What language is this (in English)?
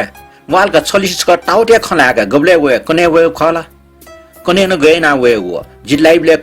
Newari